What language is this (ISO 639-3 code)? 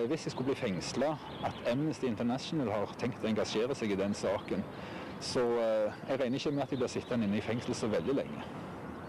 nor